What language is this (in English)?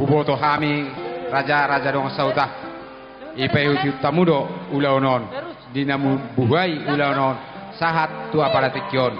Batak Toba